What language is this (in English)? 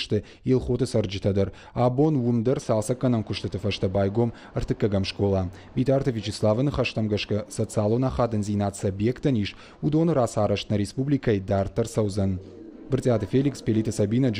Ossetic